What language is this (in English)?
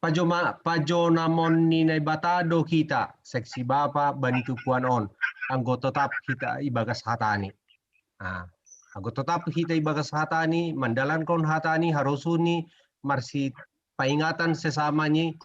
Batak Simalungun